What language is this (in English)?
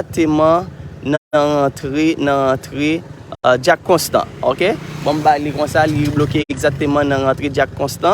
Haitian Creole